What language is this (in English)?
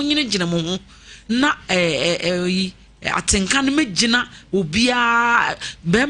Akan